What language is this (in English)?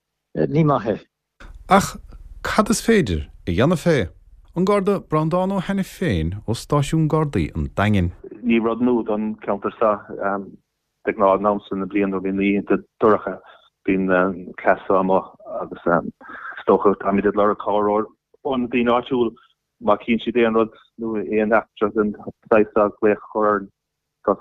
Irish